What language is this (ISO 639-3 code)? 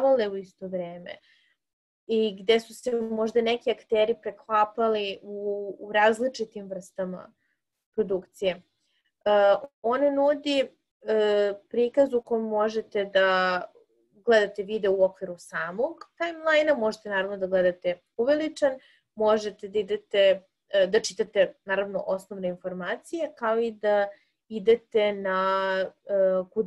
srp